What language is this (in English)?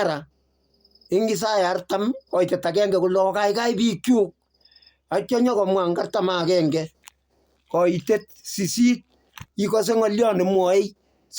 Kalenjin